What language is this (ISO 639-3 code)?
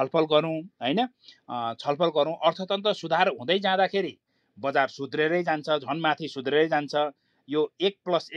nep